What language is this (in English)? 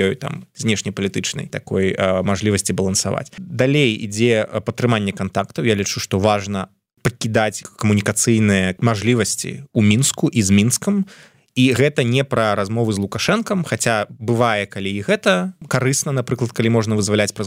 Belarusian